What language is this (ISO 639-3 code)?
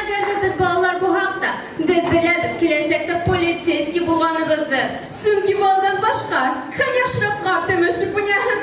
bak